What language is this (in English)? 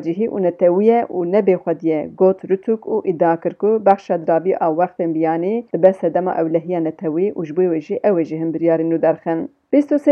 Kurdish